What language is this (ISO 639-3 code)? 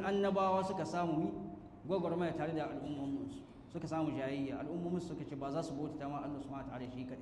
hau